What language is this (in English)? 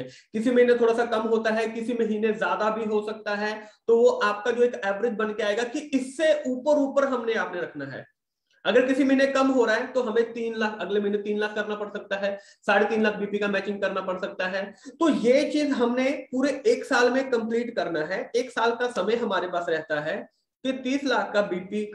Hindi